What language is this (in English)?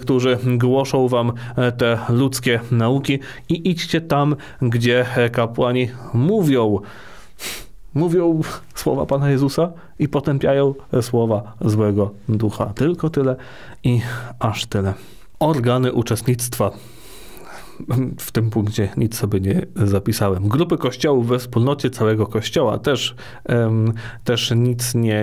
Polish